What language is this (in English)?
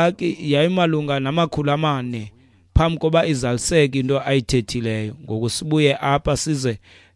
Xhosa